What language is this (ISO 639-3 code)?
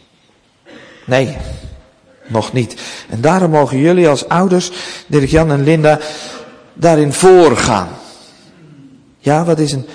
nld